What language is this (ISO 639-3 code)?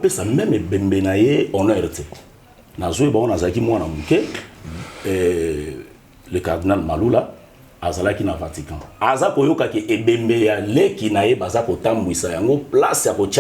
lin